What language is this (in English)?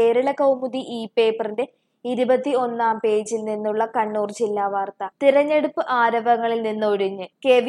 Malayalam